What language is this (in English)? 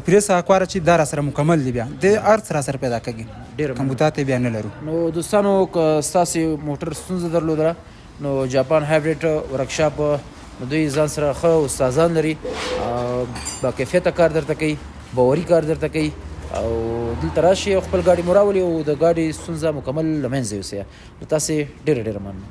Pashto